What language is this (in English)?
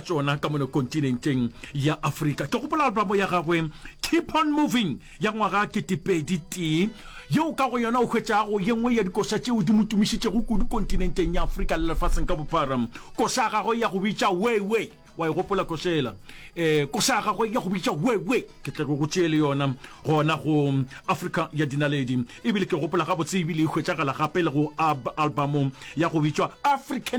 Northern Sotho